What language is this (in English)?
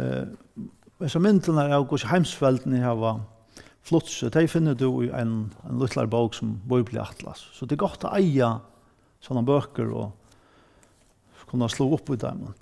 Faroese